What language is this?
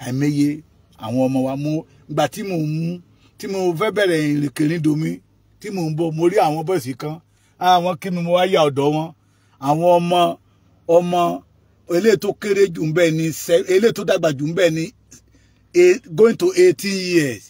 Yoruba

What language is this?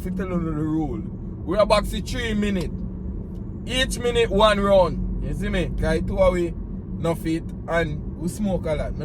Jamaican Creole English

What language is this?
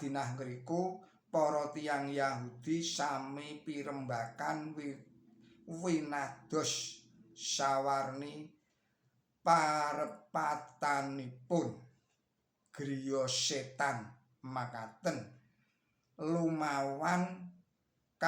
Javanese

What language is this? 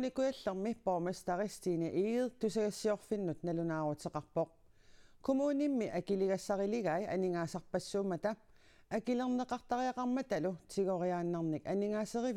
Kalaallisut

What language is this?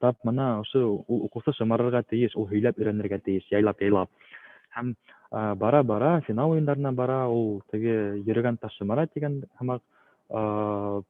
Bashkir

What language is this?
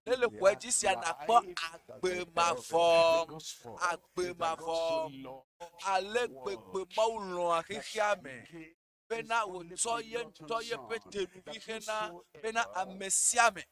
Ewe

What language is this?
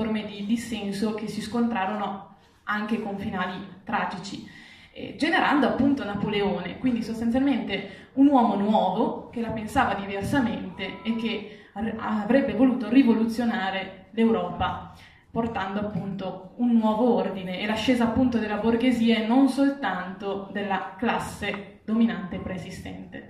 Italian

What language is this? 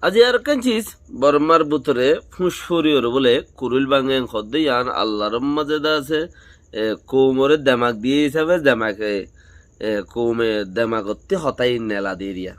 Rohingya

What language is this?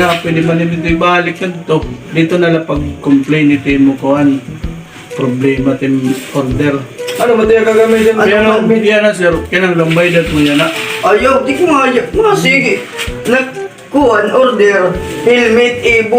Waray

